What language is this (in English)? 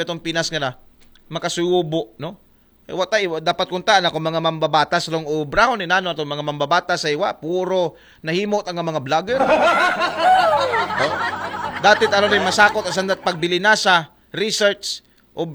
Aklanon